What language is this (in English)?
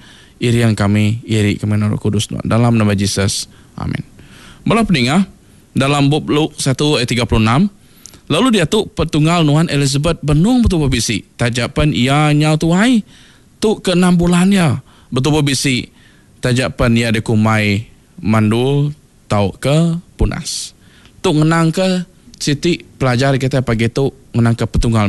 Iban